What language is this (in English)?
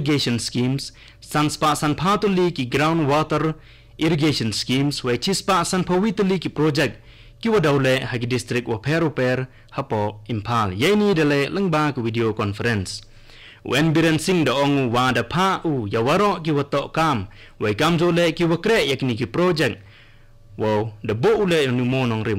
Khasi